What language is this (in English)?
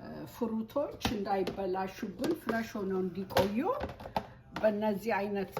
Amharic